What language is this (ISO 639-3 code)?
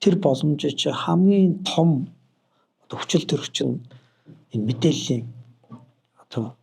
mon